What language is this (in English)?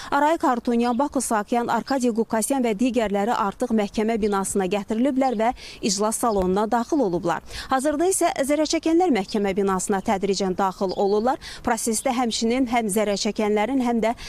Azerbaijani